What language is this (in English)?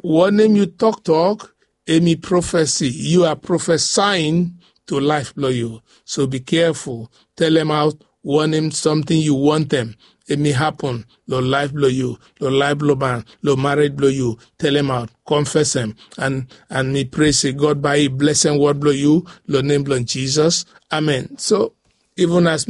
Bislama